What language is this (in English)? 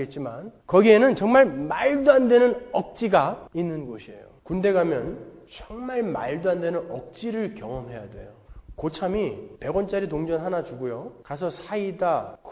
Korean